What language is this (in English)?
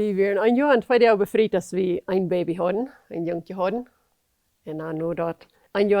Plautdietsch